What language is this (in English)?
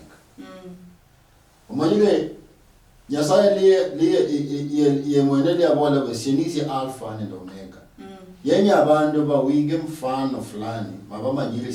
Luyia